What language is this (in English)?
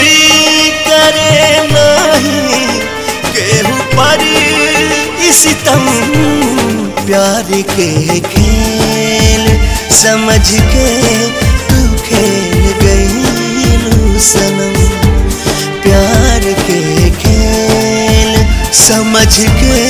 Bhojpuri